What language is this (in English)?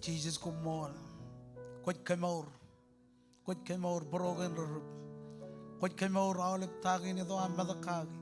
Marshallese